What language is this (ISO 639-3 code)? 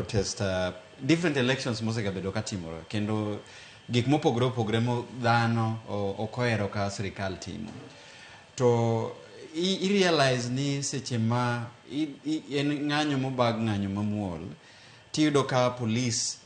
luo